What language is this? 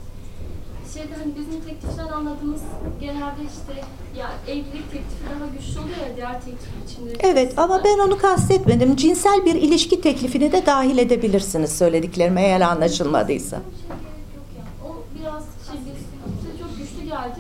Turkish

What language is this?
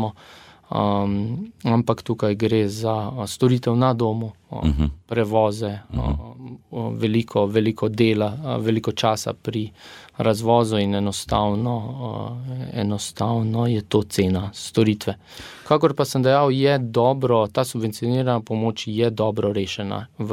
Slovenian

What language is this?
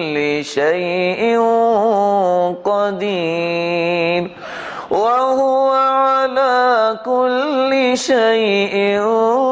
Urdu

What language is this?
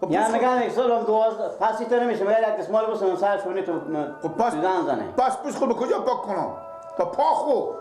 Persian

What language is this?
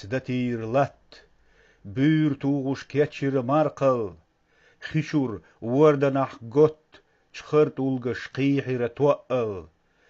Chechen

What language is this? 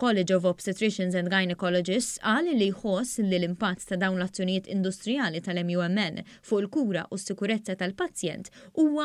Maltese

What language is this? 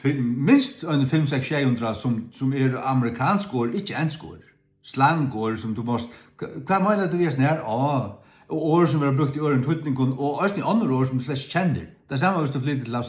Faroese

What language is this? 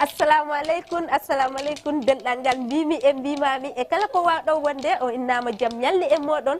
Fula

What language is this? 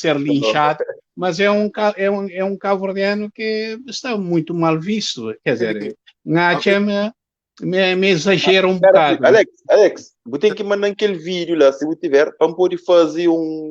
Kabuverdianu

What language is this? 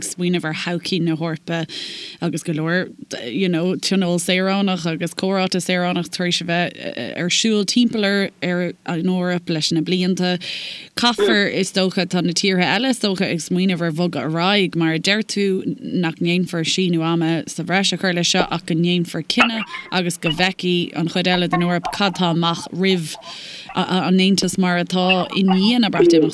Irish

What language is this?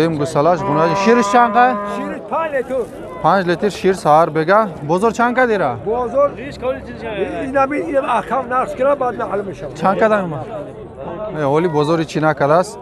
Tajik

